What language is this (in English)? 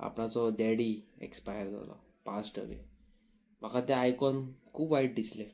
Konkani